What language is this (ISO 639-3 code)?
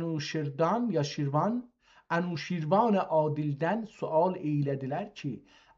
azb